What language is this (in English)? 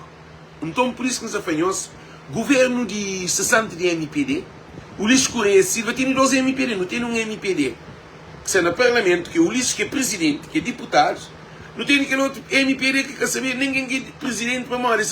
Kabuverdianu